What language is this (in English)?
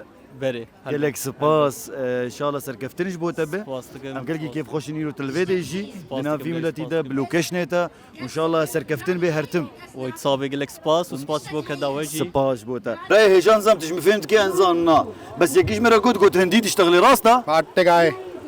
Kurdish